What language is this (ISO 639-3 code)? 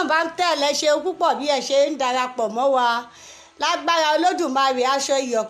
yor